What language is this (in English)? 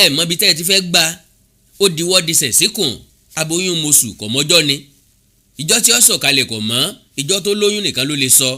Yoruba